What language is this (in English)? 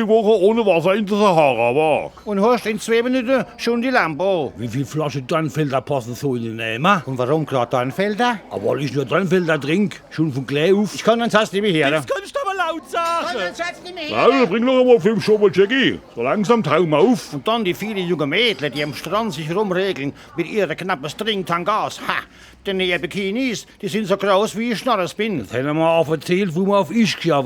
Palatine German